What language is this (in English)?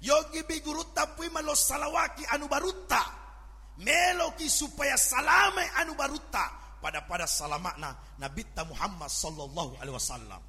Buginese